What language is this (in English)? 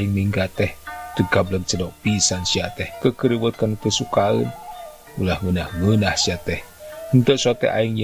Sundanese